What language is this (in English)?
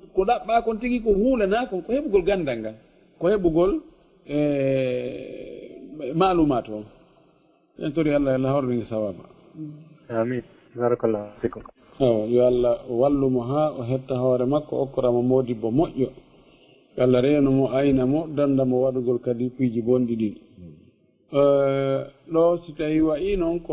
Fula